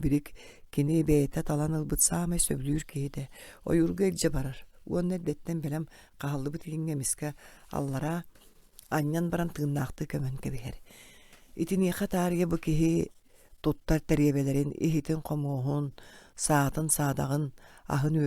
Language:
Yakut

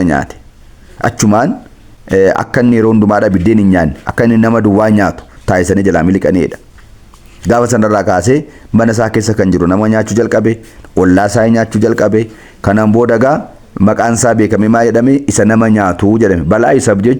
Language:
Oromo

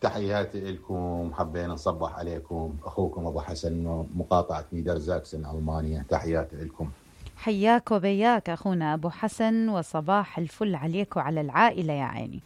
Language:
Mesopotamian Arabic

